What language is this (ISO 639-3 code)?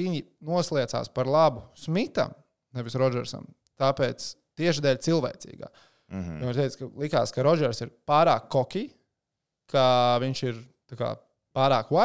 lav